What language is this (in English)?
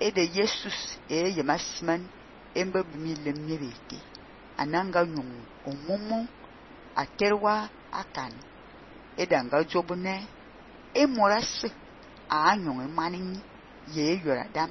Fang